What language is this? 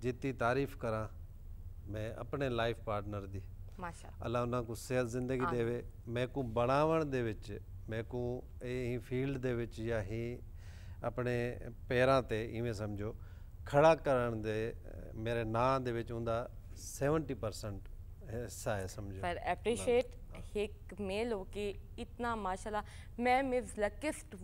Saraiki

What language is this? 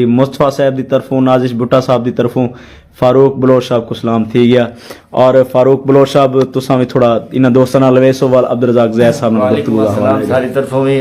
Saraiki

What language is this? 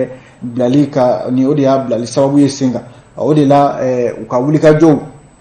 Bambara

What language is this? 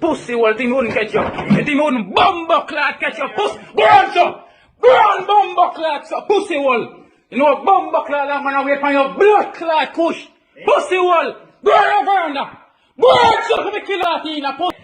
Jamaican Creole English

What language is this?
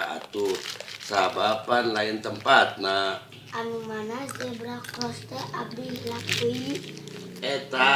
Sundanese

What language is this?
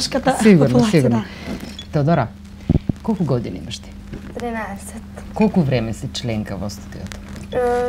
Macedonian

